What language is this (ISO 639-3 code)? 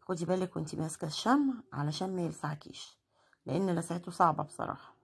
arz